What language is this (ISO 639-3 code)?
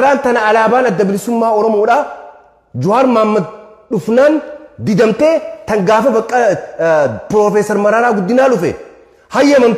orm